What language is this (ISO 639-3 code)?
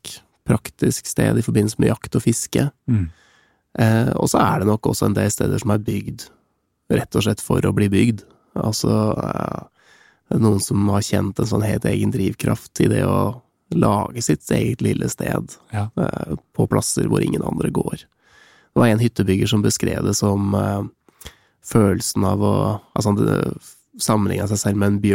nor